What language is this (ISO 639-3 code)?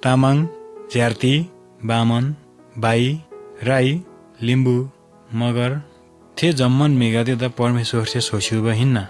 taj